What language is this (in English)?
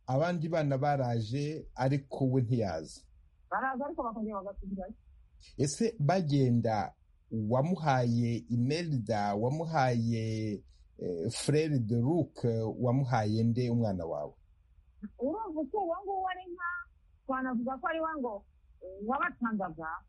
Kinyarwanda